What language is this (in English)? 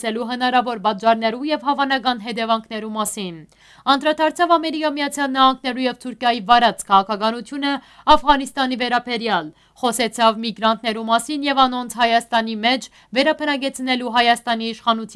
Western Armenian